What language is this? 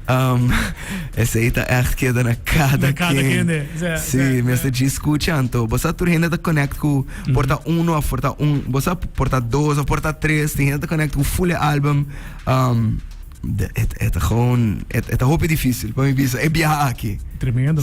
Papiamento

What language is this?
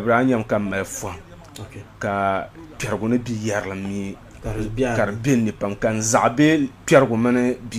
Dagbani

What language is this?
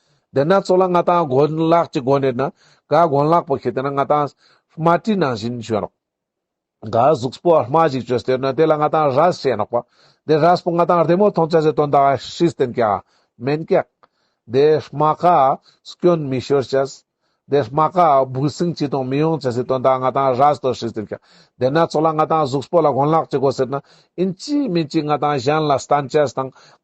Ladakhi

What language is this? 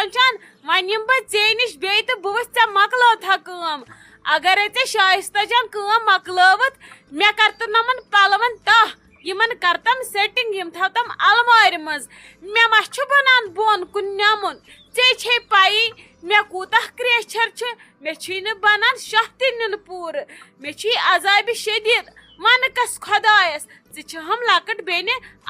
Kashmiri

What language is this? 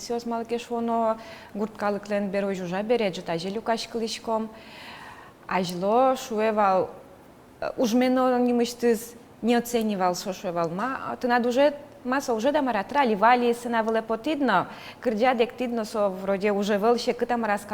Udmurt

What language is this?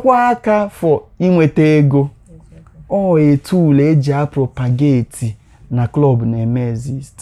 Igbo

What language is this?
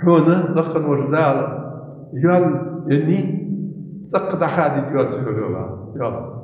Ingush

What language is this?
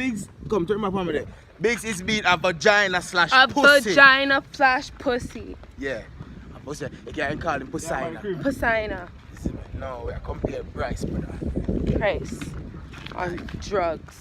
Jamaican Creole English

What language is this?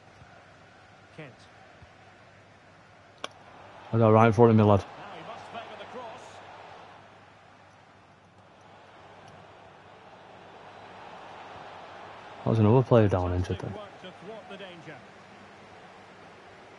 English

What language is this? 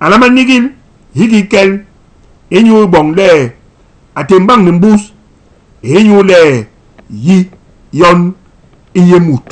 Basaa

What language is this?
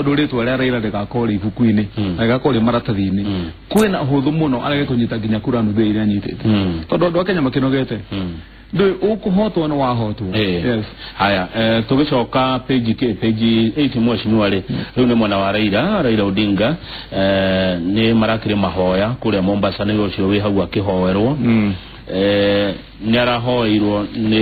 Kikuyu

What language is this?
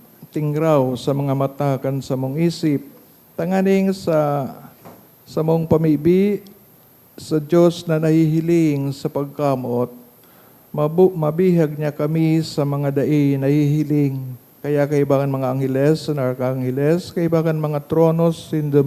Bikol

